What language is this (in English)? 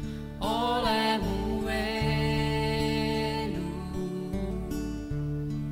Estonian